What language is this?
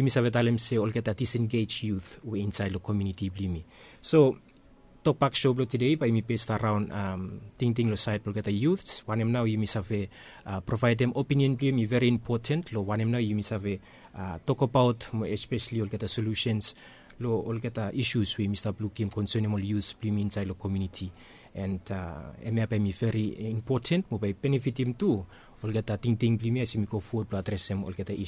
Bislama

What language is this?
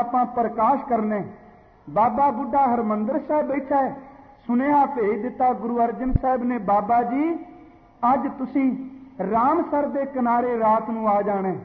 Punjabi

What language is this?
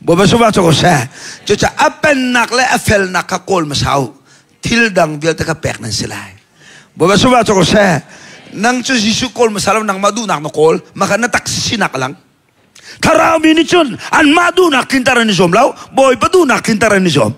Hakha Chin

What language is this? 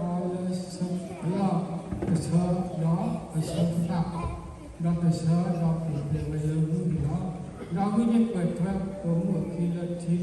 S'gaw Karen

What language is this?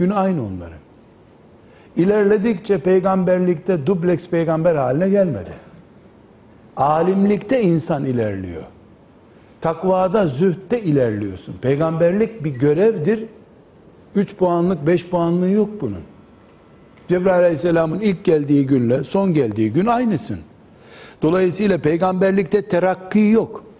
Turkish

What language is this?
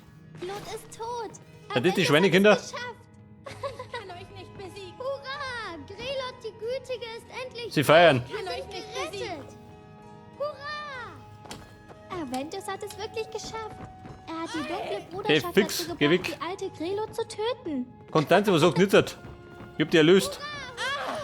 Bavarian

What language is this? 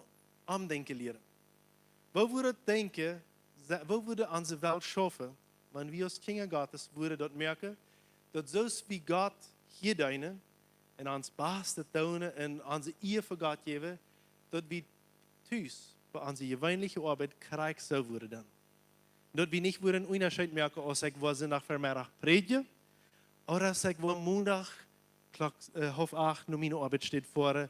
Plautdietsch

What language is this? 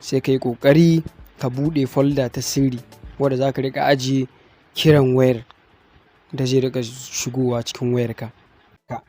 Hausa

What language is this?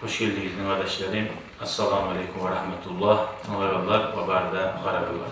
Kumyk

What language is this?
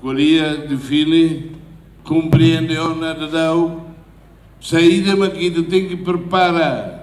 Tetum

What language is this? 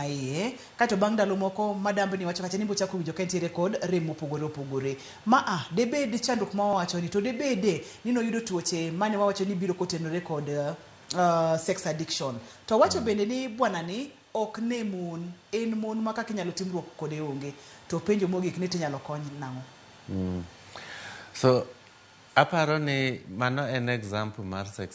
Luo (Kenya and Tanzania)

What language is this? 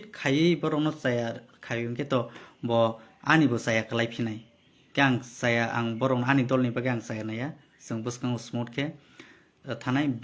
Kok Borok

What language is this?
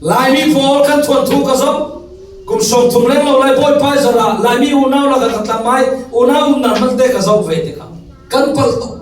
Falam Chin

